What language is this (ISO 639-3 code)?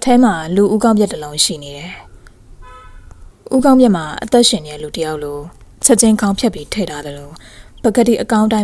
mya